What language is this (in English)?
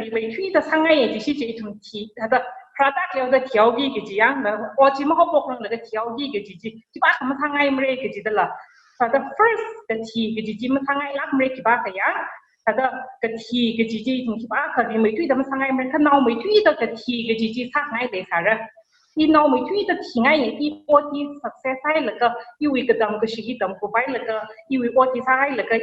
Tangkhul Naga (India)